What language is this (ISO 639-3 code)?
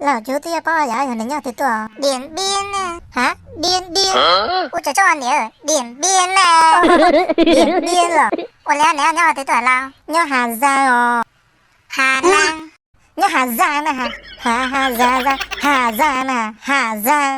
hmn